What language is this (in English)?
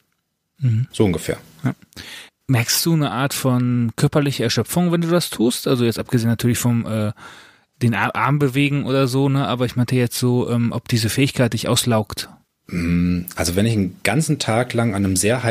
German